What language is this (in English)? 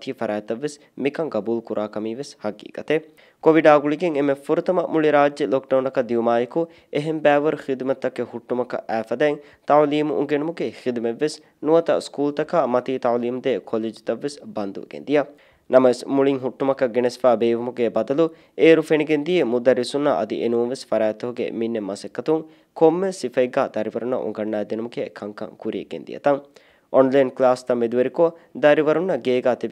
Divehi